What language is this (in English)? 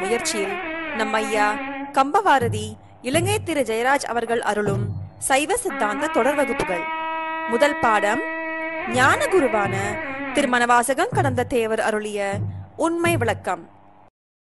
Tamil